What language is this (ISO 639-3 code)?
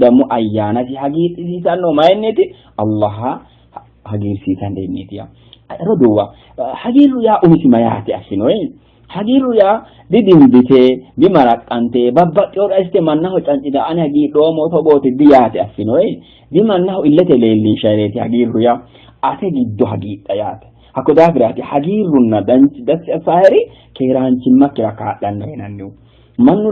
sid